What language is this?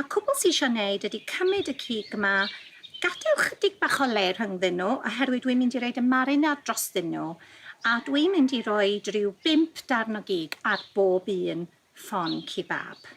Welsh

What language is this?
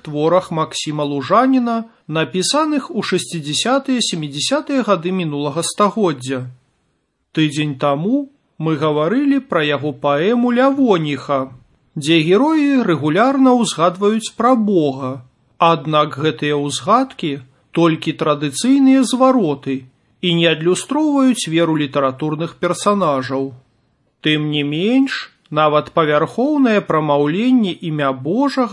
Belarusian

